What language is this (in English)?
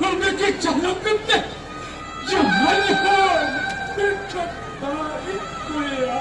Santali